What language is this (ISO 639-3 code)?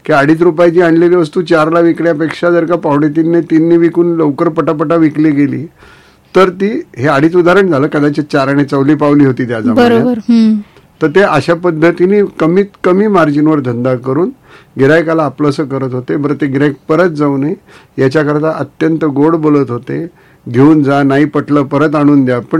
mar